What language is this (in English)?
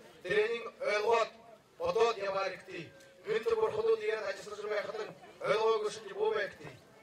Buriat